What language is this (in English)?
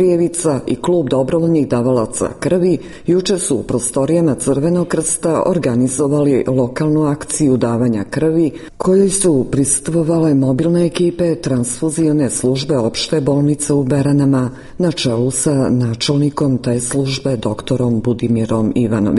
Serbian